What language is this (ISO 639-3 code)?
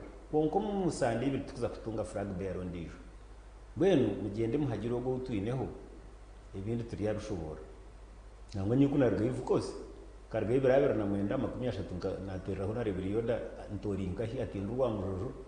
nyn